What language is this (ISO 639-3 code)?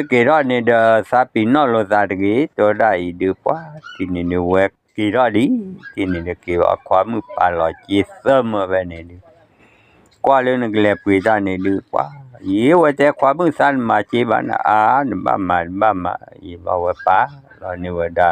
ksw